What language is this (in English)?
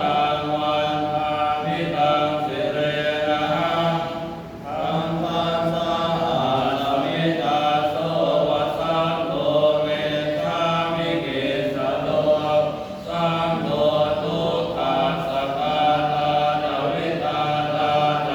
Pali